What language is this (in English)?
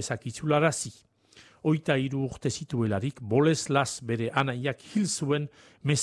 Basque